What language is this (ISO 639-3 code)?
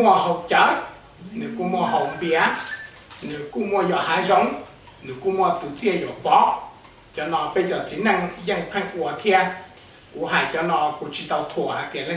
hmn